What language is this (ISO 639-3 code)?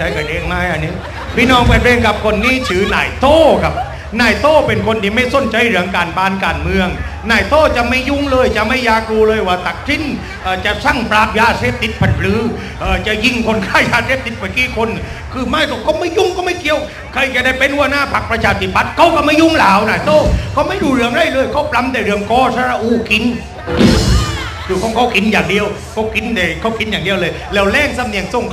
tha